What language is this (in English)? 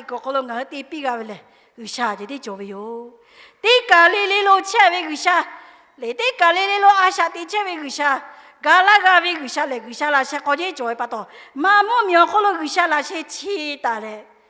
Lahu